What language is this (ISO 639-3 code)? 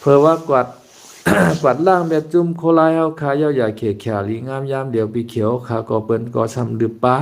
shn